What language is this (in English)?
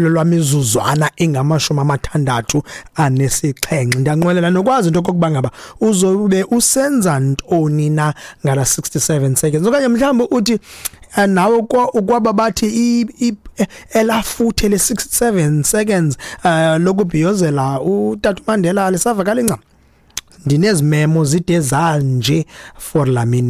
Xhosa